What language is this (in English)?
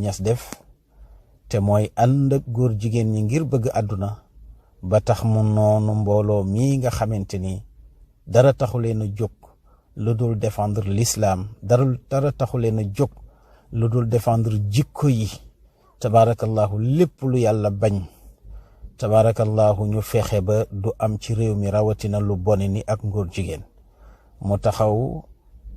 Wolof